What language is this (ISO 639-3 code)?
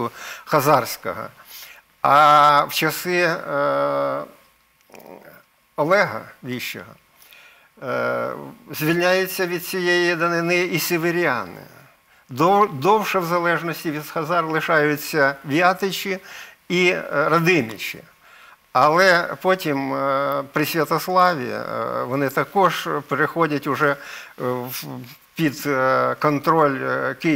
ukr